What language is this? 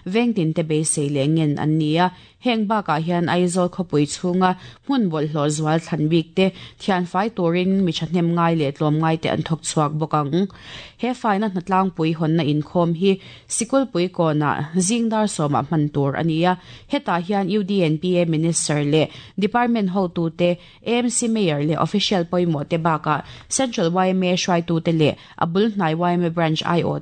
Mizo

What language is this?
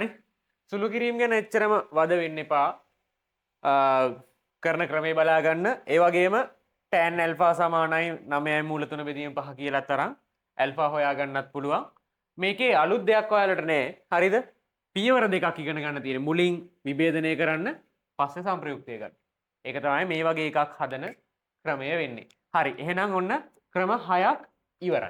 Sinhala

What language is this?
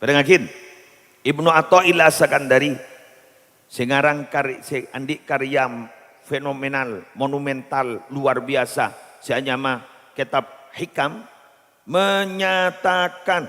Madurese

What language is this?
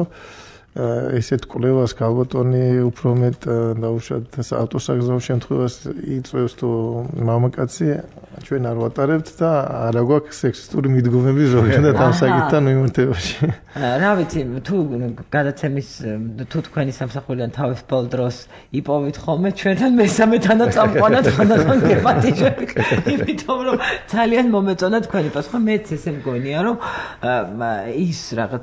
Georgian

